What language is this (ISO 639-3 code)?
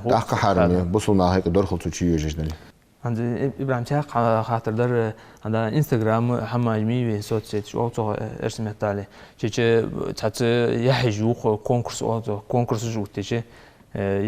inh